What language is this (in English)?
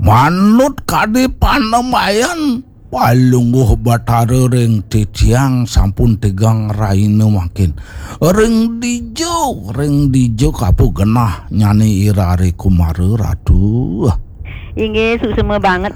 Balinese